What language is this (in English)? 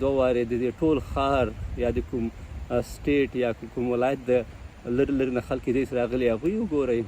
Pashto